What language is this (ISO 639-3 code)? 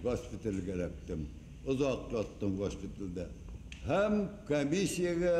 bak